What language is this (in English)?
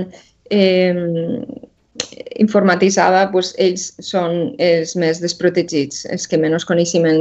Catalan